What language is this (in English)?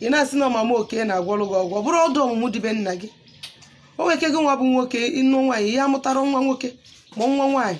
Igbo